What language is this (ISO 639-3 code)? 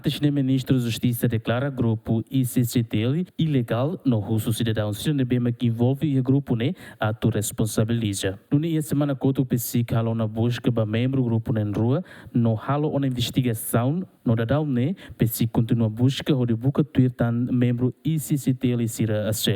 tet